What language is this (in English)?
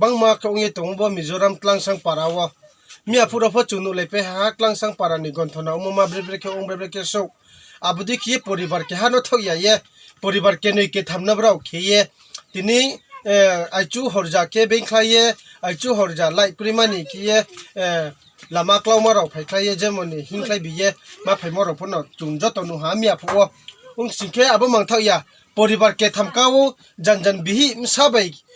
Riang (India)